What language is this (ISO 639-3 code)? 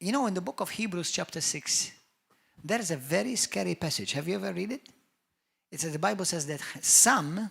eng